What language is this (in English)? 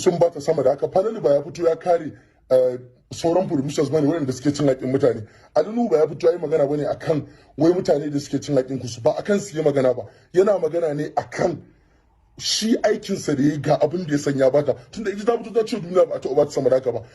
Hausa